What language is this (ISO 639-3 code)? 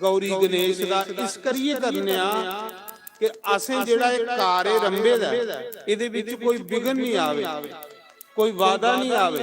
doi